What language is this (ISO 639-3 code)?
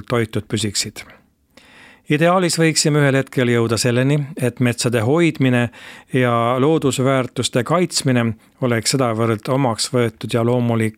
est